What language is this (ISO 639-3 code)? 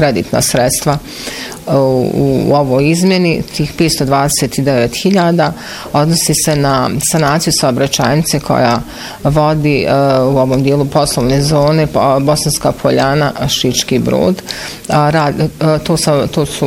bos